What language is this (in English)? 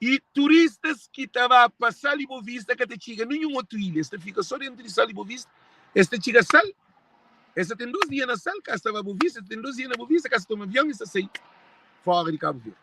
Kabuverdianu